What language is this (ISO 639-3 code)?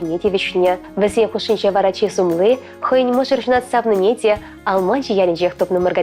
chv